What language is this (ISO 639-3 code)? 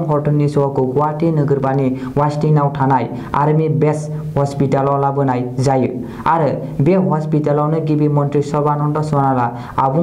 brx